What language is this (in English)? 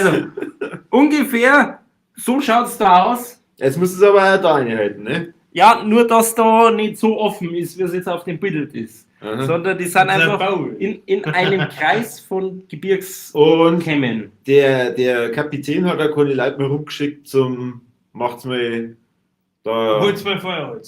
Bavarian